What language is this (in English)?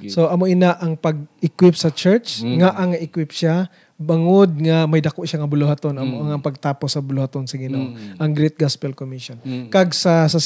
Hiligaynon